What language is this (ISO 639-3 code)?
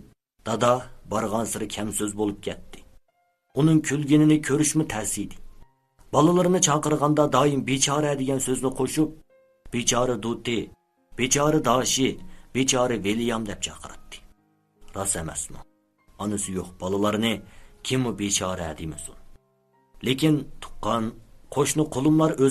uig